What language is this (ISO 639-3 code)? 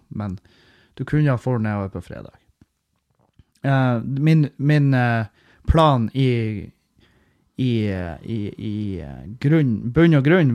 nor